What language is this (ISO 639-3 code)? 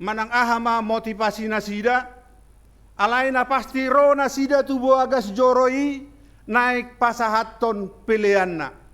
bbc